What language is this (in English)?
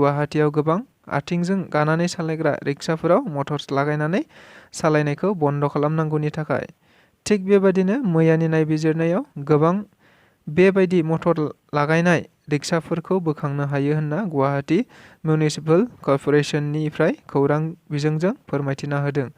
Bodo